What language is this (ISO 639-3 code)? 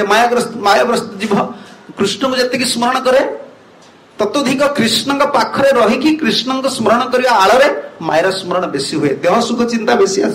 ori